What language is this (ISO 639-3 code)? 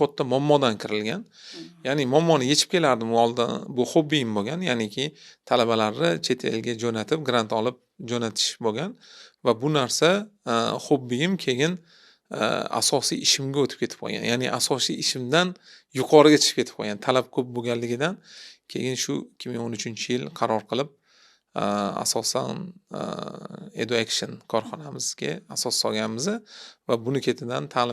uzb